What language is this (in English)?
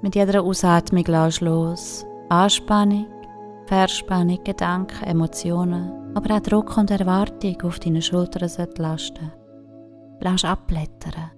Swiss German